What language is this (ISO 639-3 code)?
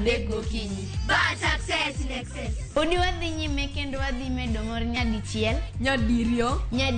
luo